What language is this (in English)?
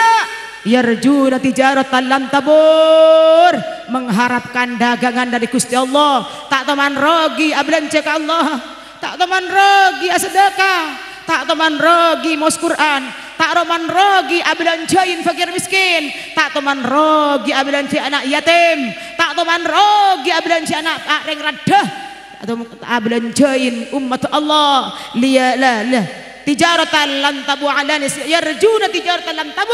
Madurese